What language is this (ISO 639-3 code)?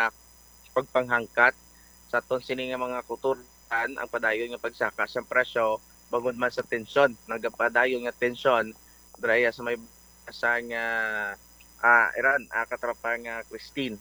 hil